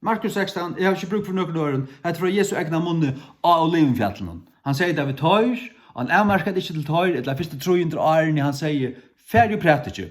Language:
Faroese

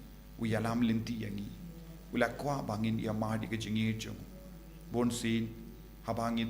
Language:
Khasi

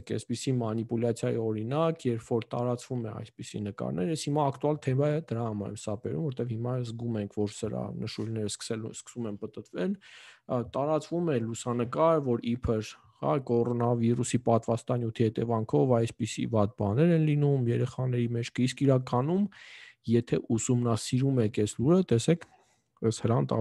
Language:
Armenian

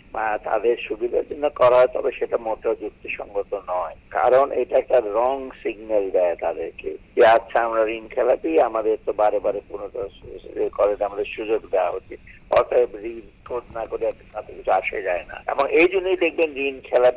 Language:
Bangla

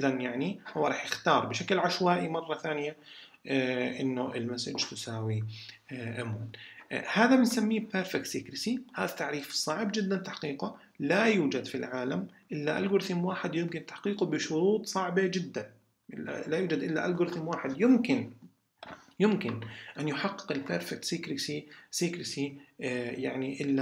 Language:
South Levantine Arabic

